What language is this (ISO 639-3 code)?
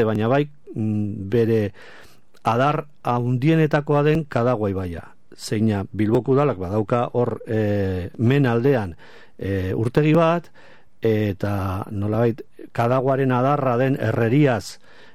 eus